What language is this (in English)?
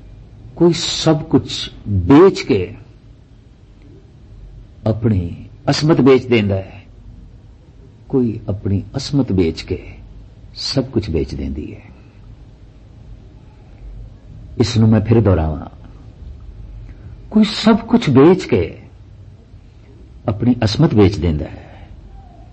Punjabi